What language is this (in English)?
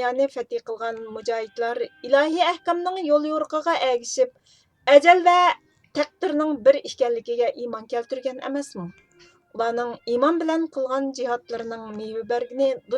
Uyghur